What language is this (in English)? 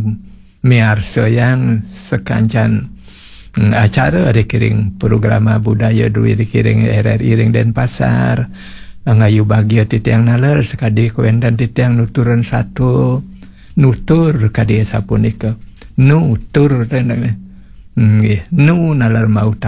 Balinese